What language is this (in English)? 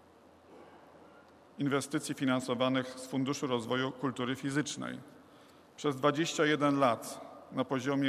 Polish